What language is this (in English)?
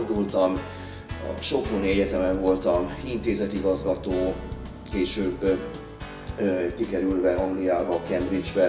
Hungarian